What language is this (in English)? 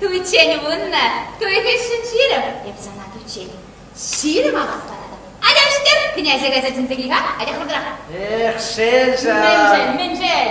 Chuvash